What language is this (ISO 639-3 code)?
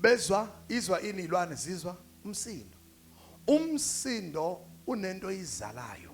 zul